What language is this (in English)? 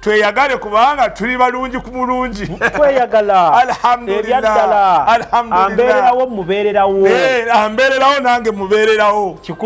Ganda